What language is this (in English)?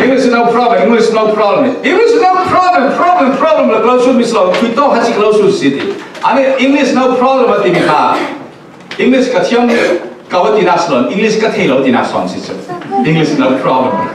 Falam Chin